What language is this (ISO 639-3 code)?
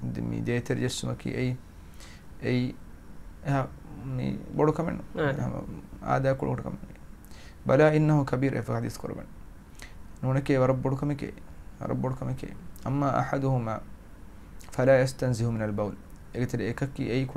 div